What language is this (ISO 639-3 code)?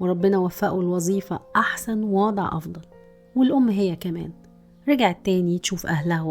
arz